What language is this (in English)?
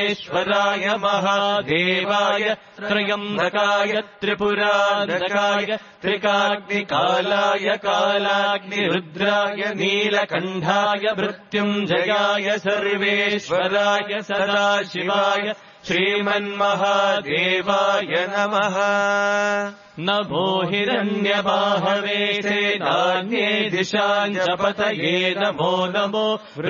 Sanskrit